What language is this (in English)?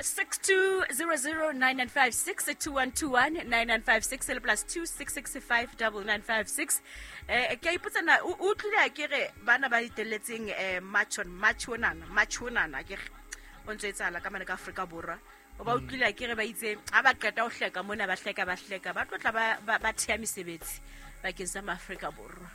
Southern Sotho